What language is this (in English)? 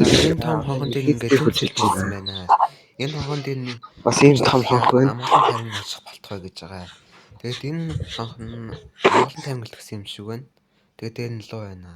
Mongolian